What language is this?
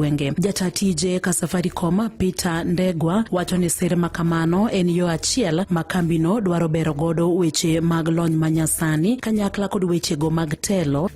Luo (Kenya and Tanzania)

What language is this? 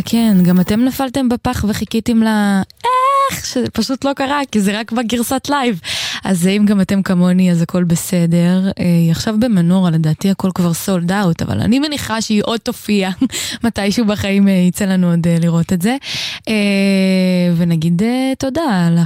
Hebrew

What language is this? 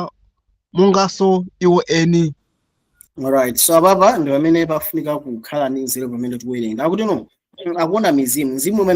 Nyanja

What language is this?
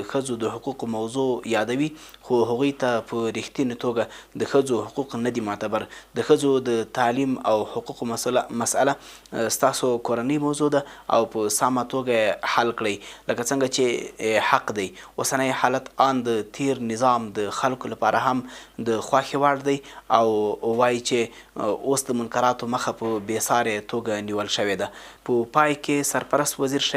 Pashto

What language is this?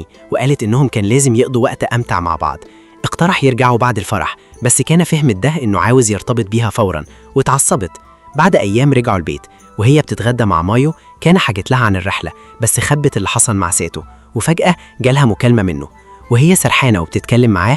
Egyptian Arabic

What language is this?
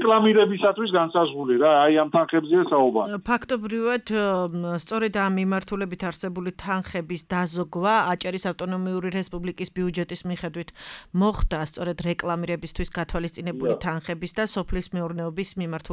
Georgian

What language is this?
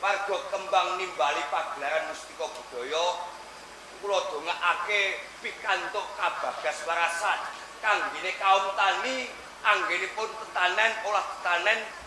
Javanese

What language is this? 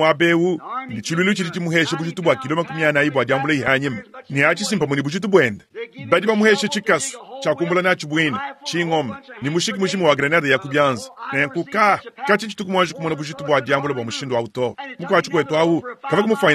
Luba-Lulua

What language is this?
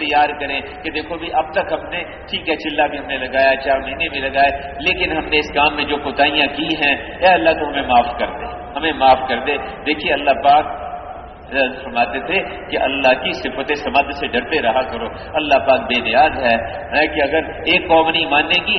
Urdu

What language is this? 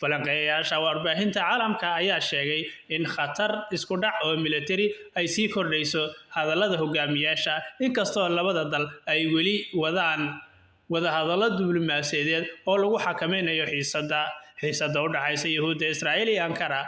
Somali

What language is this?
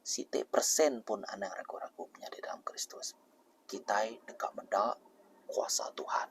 Iban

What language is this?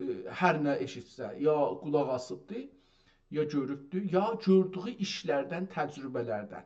South Azerbaijani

